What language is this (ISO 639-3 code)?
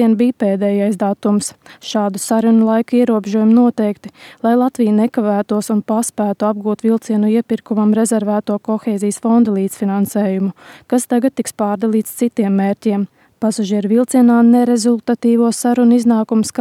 lav